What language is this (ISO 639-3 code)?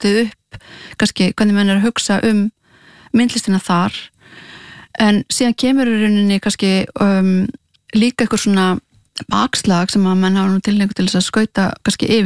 isl